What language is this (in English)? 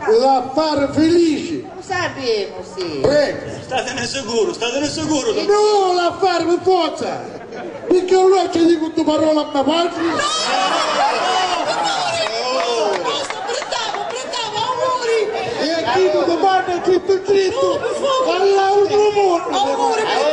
Italian